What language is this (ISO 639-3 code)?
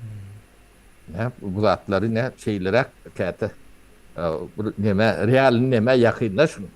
tuk